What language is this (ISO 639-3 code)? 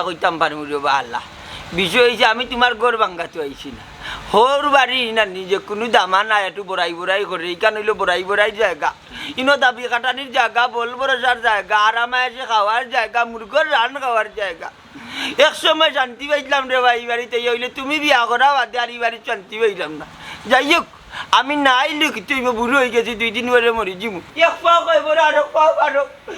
syl